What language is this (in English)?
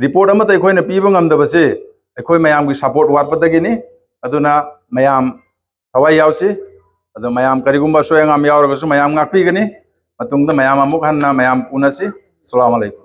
Manipuri